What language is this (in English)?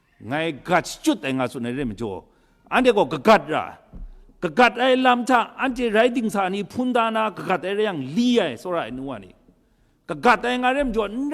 Kachin